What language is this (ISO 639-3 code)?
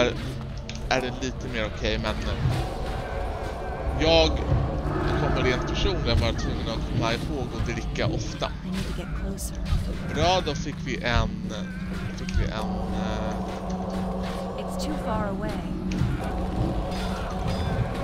swe